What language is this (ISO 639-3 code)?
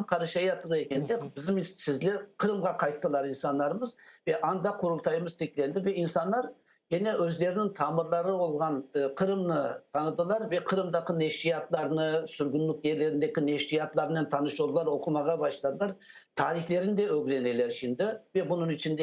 crh